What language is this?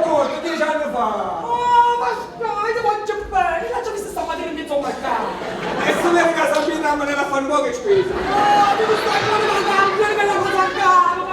Neapolitan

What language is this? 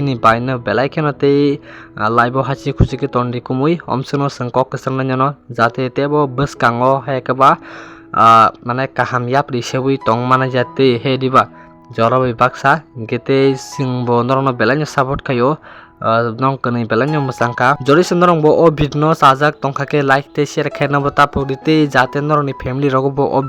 Kok Borok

